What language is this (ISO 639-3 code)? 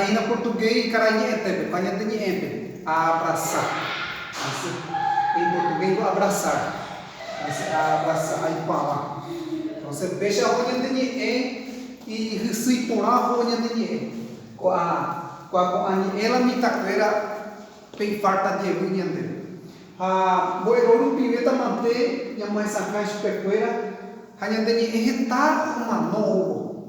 grn